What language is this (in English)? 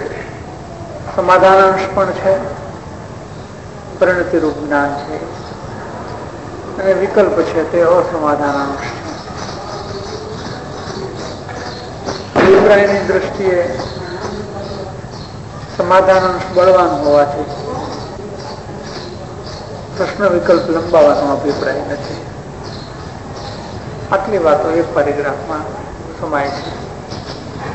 Gujarati